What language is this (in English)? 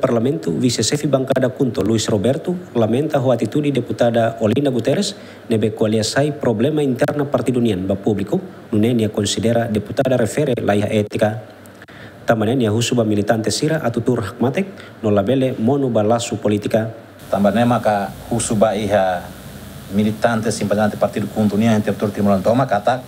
Tetum